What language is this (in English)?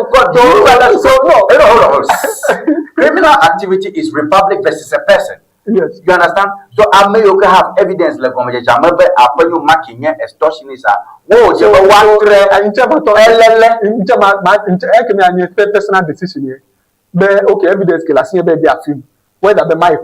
Ewe